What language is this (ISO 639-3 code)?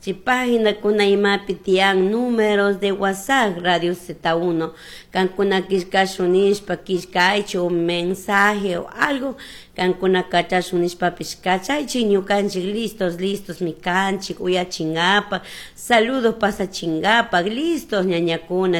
qug